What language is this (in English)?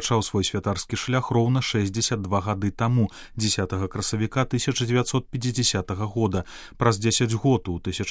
Belarusian